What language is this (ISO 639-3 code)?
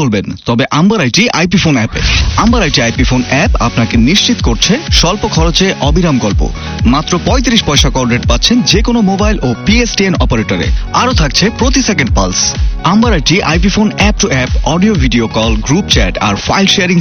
ben